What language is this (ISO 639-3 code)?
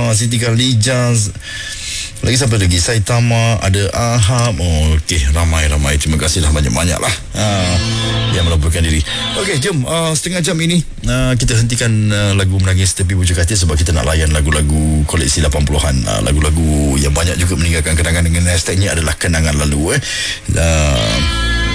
msa